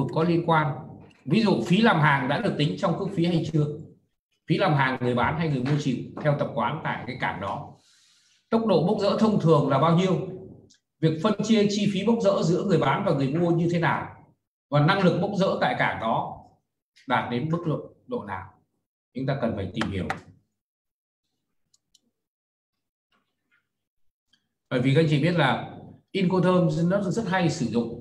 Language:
Vietnamese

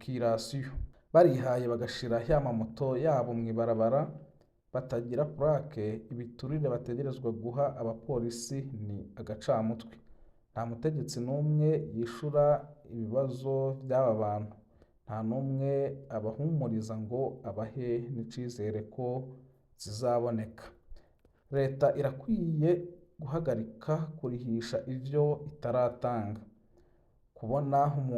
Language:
Rundi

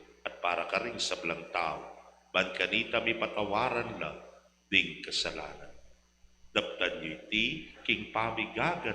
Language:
Pampanga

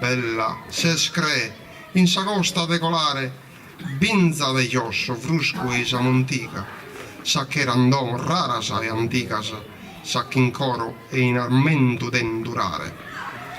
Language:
Sardinian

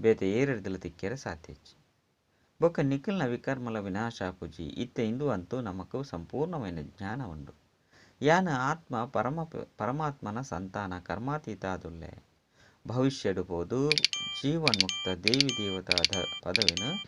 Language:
Tulu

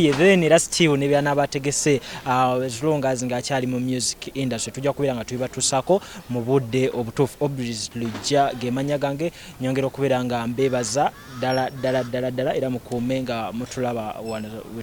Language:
Ganda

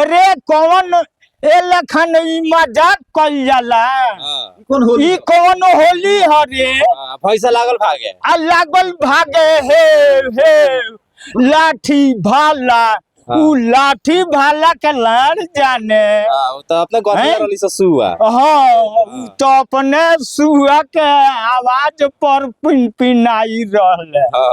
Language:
Bhojpuri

